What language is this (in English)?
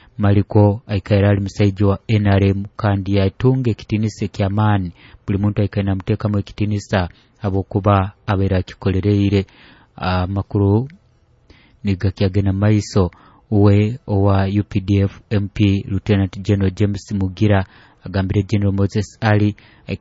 Nyoro